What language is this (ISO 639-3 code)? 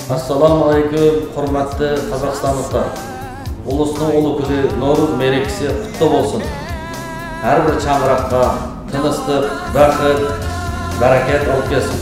uig